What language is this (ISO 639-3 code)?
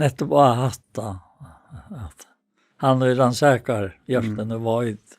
fao